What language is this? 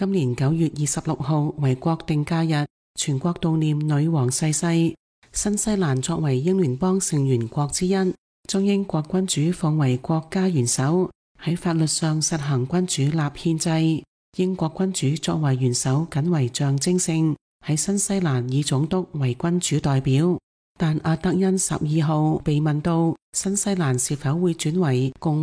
Cantonese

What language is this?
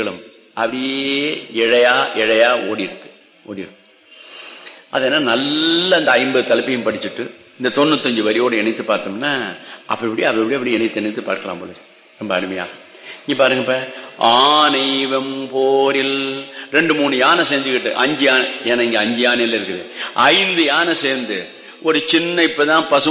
Tamil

